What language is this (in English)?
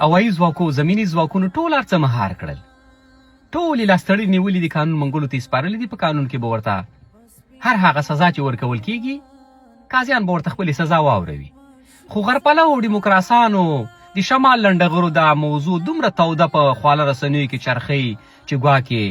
Pashto